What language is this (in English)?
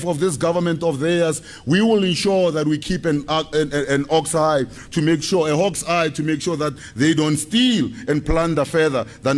Tswana